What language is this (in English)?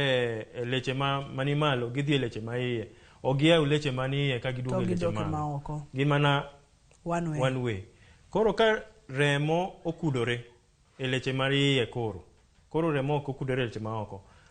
Luo (Kenya and Tanzania)